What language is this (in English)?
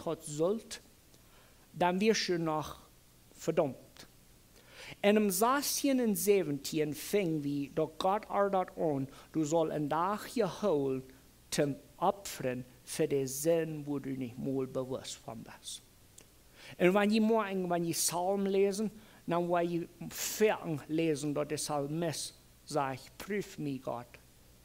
Plautdietsch